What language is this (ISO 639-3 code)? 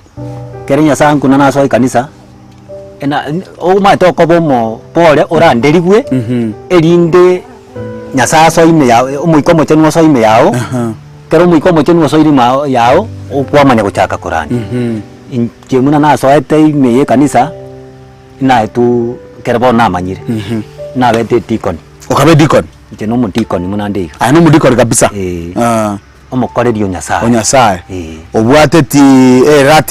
guz